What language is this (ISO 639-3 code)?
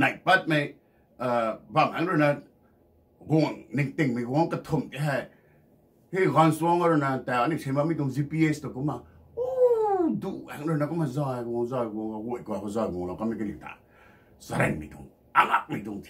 nbu